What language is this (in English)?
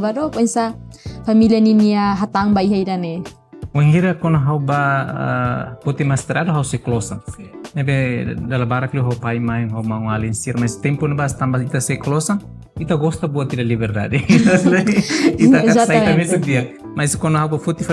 Tetum